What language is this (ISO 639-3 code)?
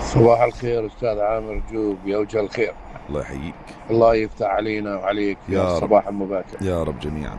apc